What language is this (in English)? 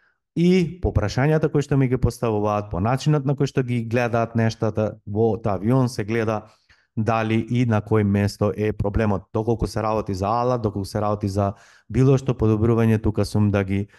Macedonian